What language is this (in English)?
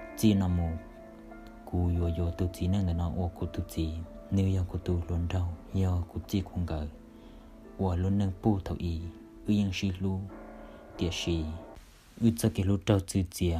Hmong